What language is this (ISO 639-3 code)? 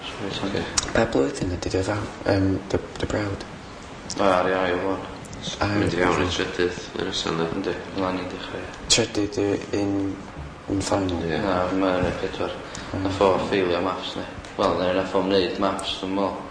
cym